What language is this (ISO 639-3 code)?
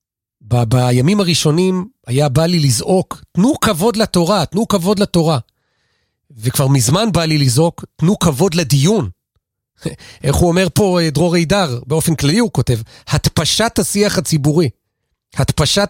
heb